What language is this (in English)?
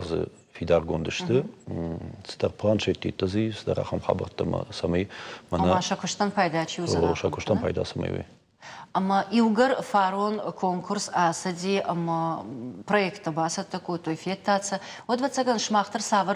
Ossetic